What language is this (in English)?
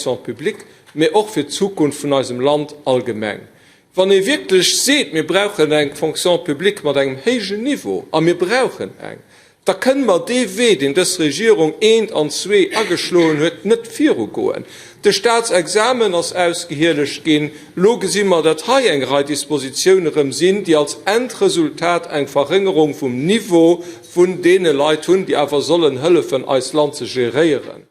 Luxembourgish